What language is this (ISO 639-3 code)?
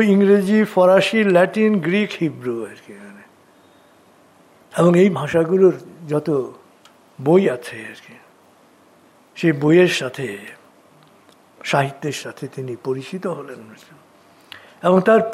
ben